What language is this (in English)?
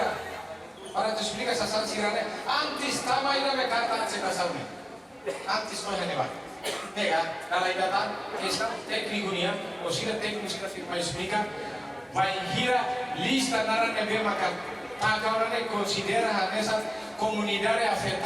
Tetum